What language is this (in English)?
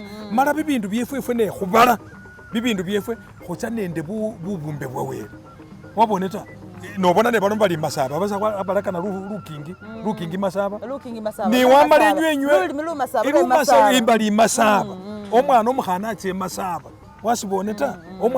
Masaaba